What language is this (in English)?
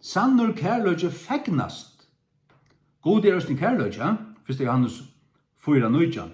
Faroese